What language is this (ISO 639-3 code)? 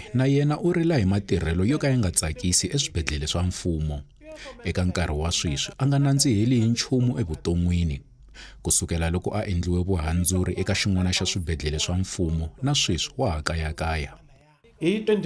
tso